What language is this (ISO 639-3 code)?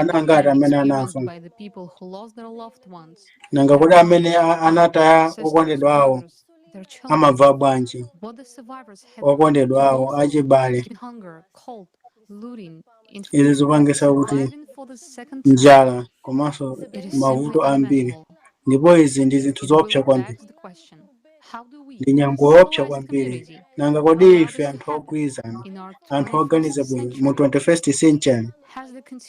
nya